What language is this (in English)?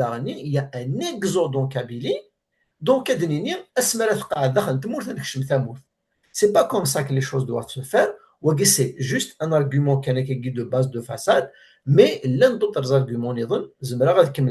Kabyle